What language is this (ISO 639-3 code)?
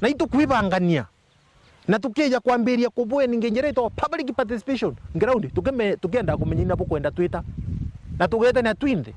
mer